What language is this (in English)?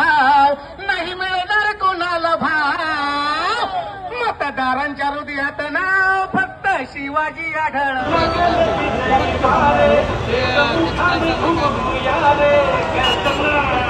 Marathi